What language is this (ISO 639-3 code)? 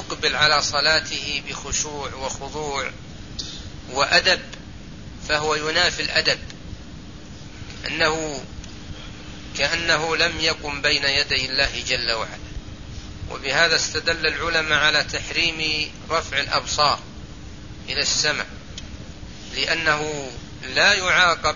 ara